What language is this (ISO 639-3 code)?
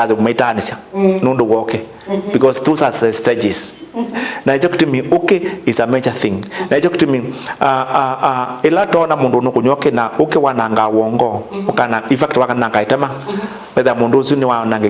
kam